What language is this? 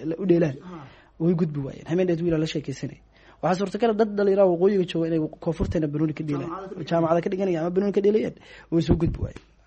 Somali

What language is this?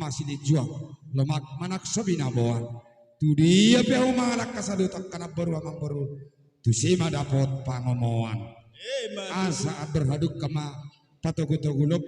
Batak Toba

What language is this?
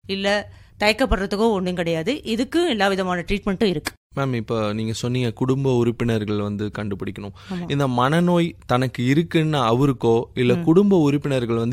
Tamil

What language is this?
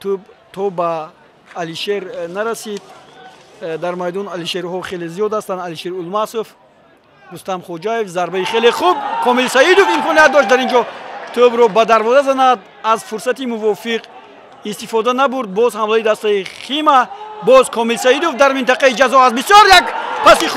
Tajik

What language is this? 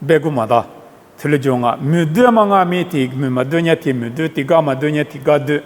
Lisu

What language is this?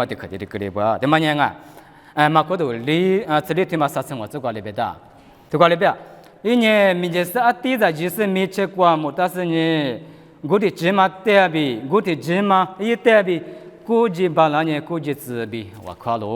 Lisu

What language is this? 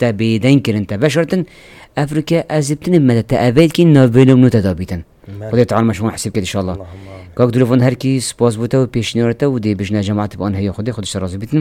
Kurdish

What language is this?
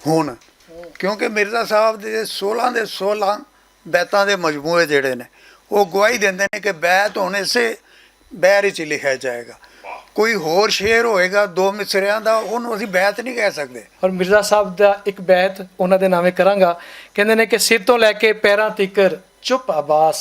Western Panjabi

